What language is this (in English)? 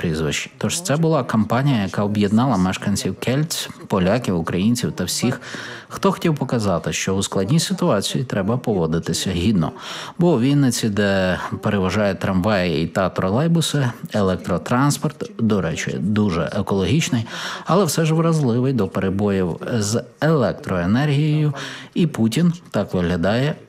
Ukrainian